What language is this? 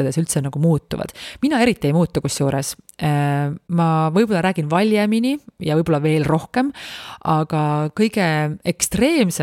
Estonian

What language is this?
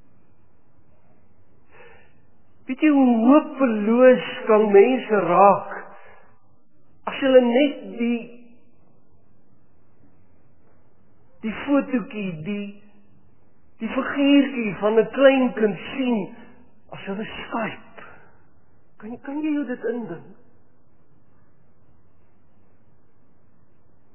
Afrikaans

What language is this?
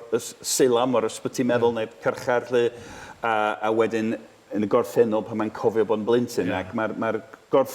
Welsh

